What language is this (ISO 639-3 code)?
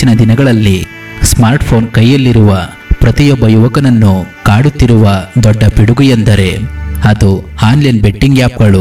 kan